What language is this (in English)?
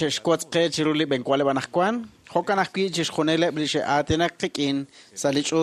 Kekchí